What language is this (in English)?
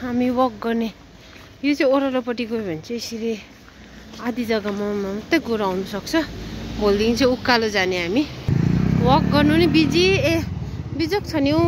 Nepali